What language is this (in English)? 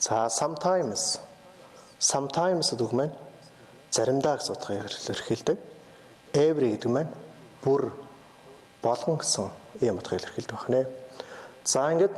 Mongolian